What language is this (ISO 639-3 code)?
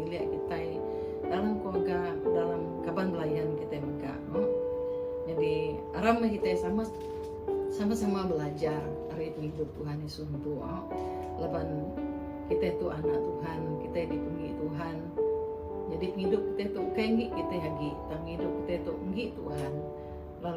iba